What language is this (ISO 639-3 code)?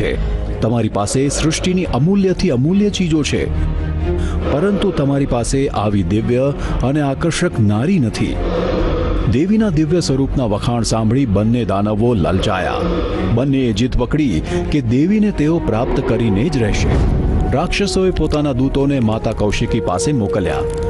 guj